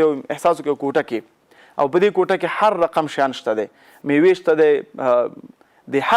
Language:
Pashto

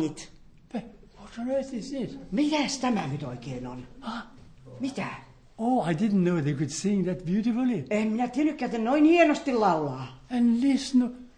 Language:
Finnish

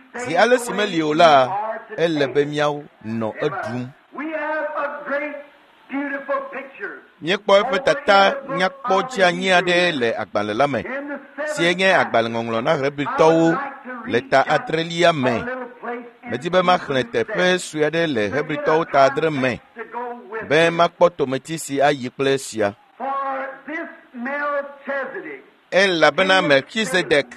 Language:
Ewe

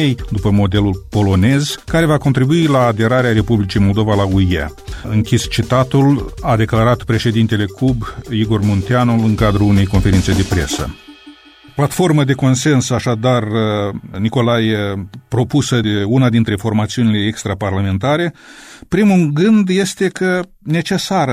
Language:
Romanian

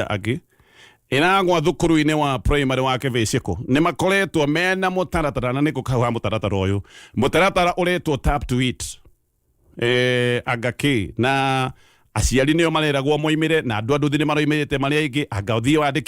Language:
Kikuyu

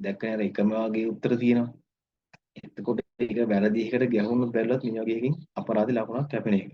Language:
Sinhala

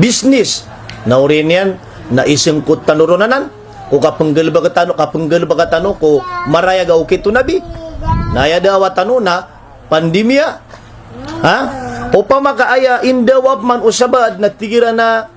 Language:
Maranao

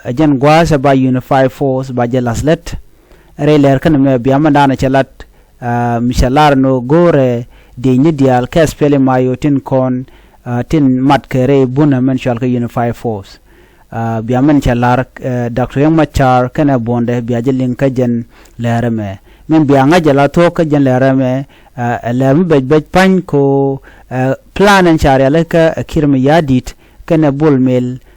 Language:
Nuer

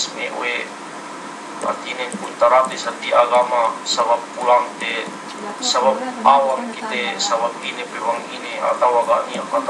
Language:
Yakan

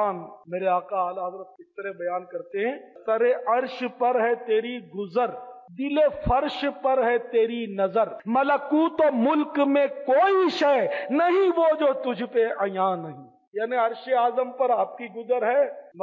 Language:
Urdu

